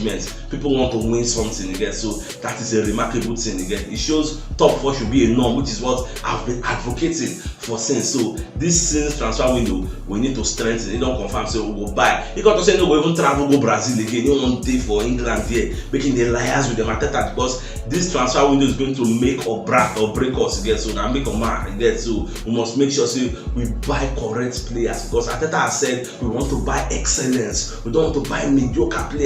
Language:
Nigerian Pidgin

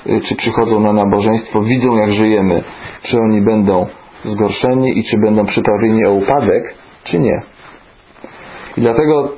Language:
Polish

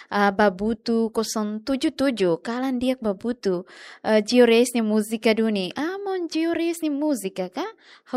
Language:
Tetum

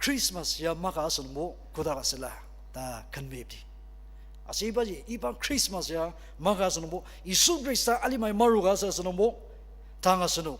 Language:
Ao Naga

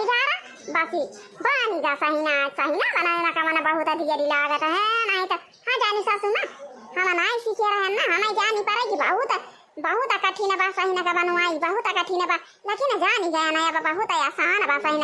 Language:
Awadhi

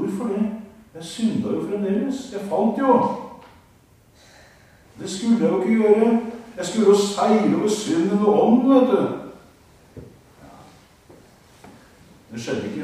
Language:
Norwegian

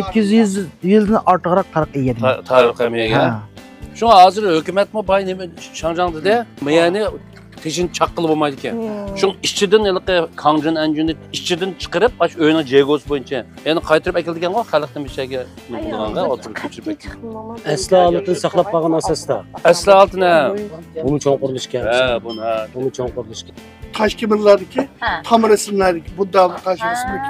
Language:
Uyghur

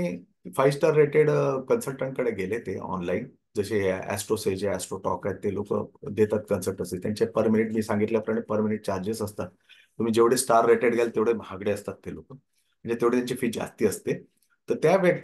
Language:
Marathi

